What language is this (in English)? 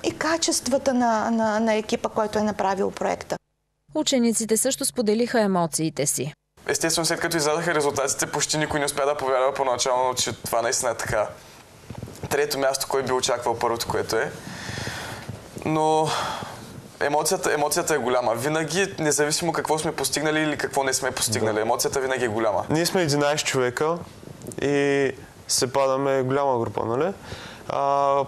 Bulgarian